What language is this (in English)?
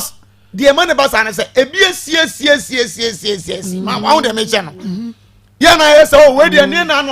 Akan